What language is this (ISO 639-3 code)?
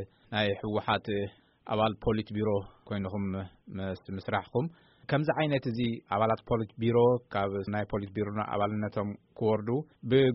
tir